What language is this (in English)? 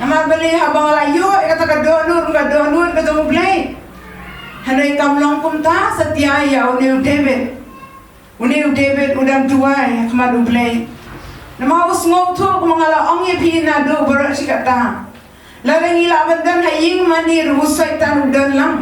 Khasi